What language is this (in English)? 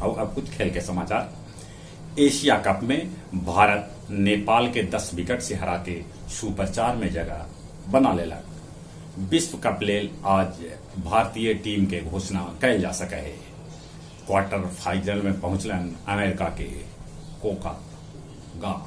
Magahi